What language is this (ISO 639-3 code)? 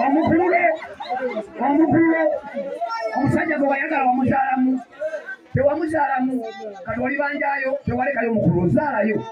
lug